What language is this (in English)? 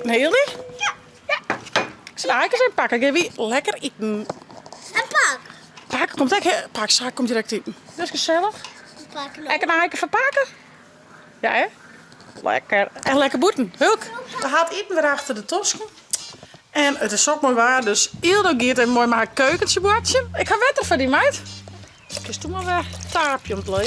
Western Frisian